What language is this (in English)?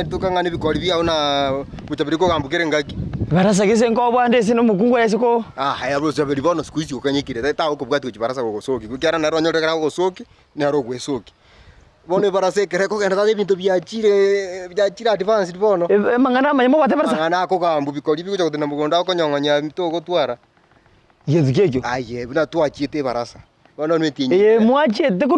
Gusii